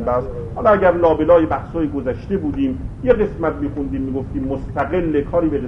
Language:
Persian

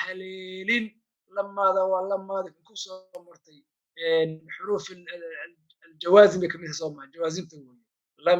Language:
Somali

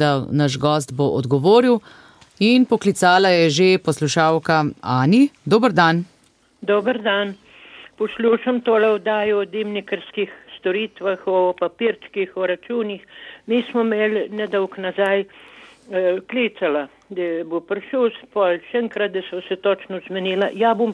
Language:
Slovenian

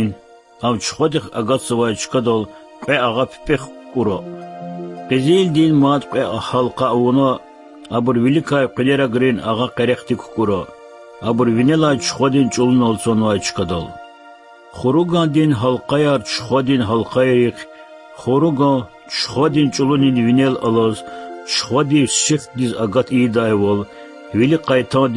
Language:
Lezghian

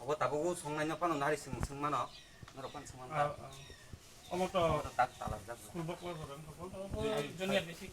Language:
Kok Borok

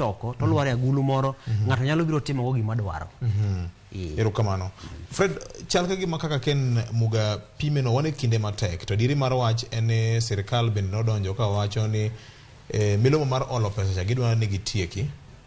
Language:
Luo (Kenya and Tanzania)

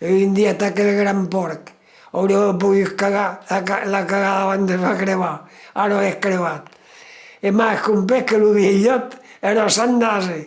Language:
Occitan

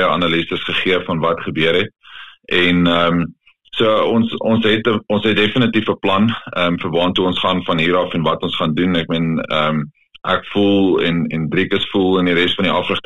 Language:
Afrikaans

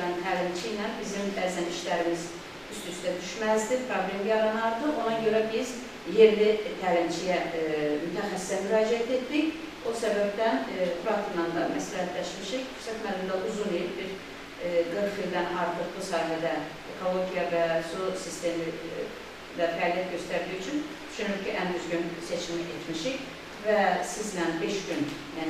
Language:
Azerbaijani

